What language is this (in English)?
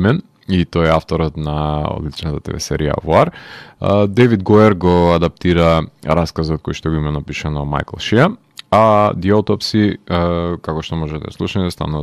Macedonian